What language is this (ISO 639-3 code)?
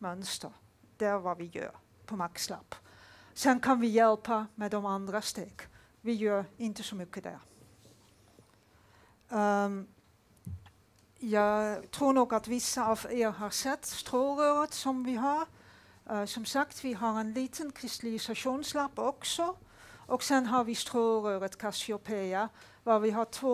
swe